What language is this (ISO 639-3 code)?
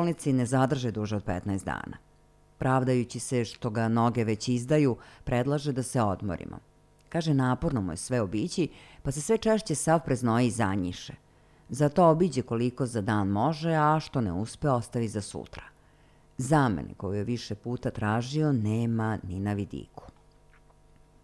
srp